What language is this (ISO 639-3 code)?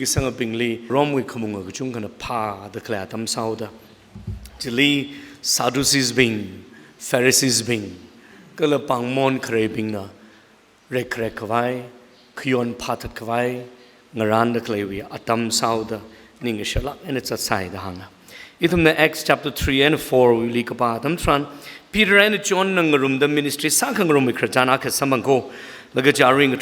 nmf